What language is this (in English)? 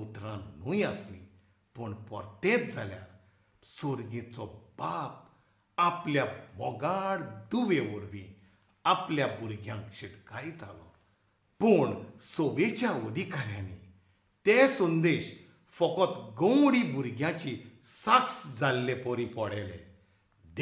Konkani